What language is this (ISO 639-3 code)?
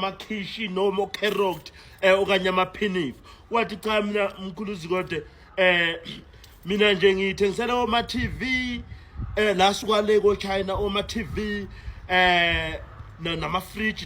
zul